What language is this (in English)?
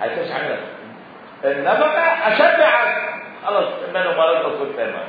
Mesopotamian Arabic